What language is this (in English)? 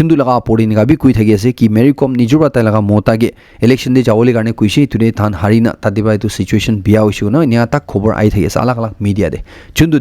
Naga Pidgin